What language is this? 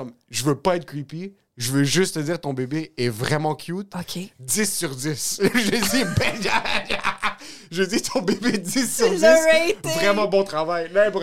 French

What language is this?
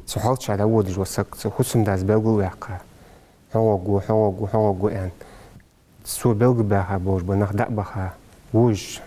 Ingush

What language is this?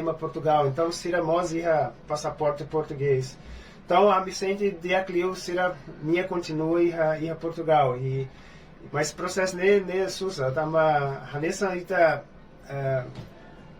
Tetum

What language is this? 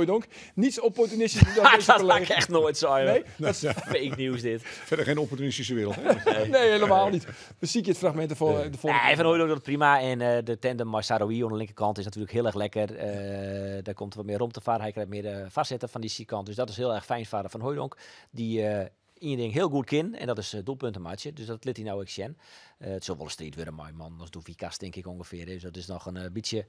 Western Frisian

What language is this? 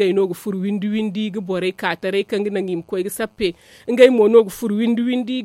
Zarma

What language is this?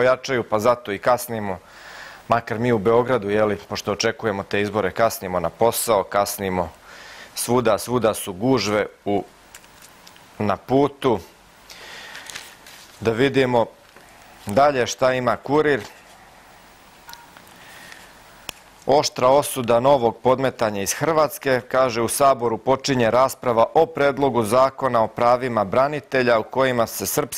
Serbian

